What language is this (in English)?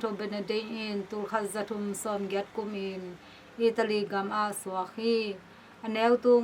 Tedim Chin